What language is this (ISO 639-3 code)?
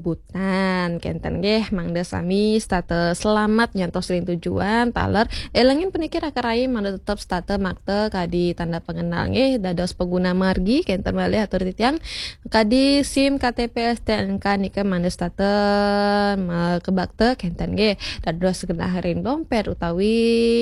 ban